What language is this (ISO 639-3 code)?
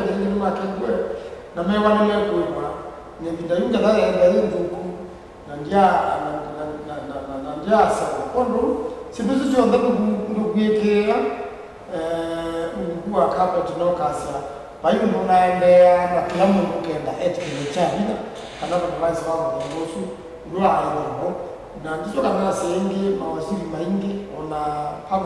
kam